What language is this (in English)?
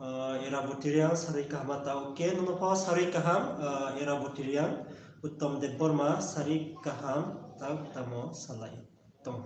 Riang (India)